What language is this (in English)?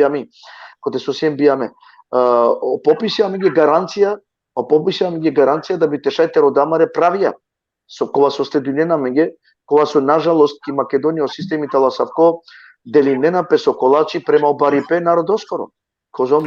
Balkan Romani